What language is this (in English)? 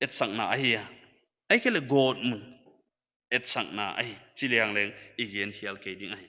Paite Chin